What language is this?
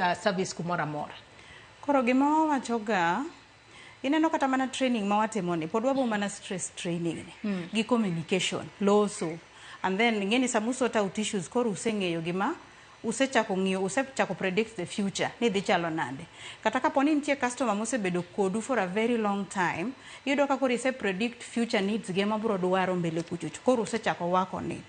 Luo (Kenya and Tanzania)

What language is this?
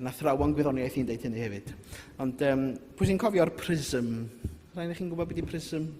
Welsh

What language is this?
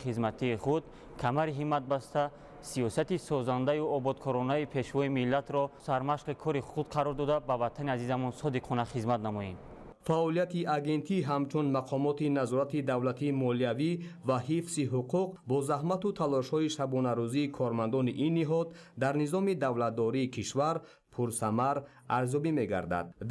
Tajik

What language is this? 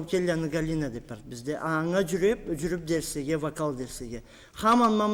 Karachay-Balkar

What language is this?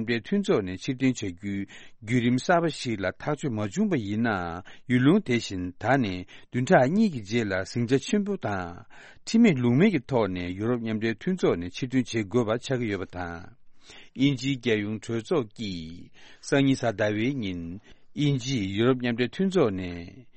Tibetan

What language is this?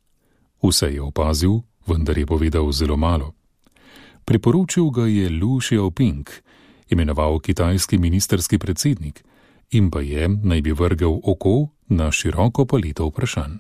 Slovenian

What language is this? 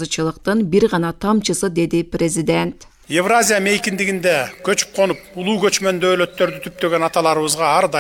Kyrgyz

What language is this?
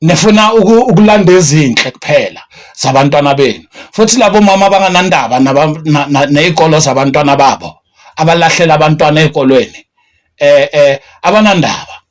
Zulu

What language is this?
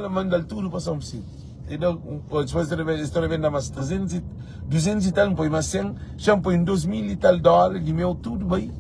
Kabuverdianu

